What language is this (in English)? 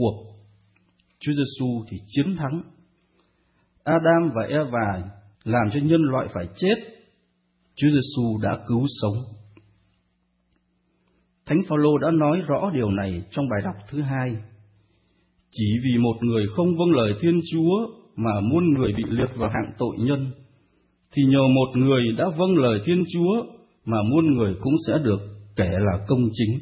Vietnamese